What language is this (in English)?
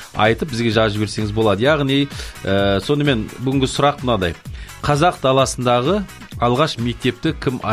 Kazakh